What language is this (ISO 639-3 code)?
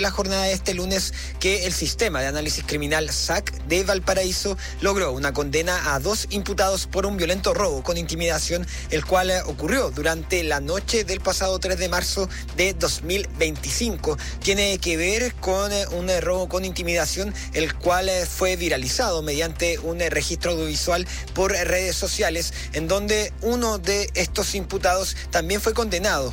spa